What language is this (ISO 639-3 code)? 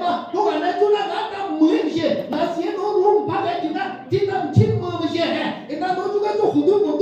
ahk